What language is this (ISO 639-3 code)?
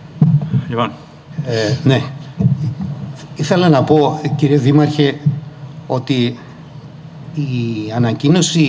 ell